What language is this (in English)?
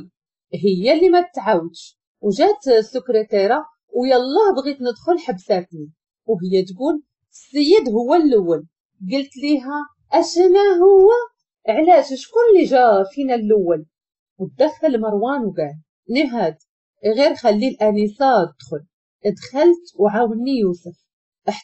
Moroccan Arabic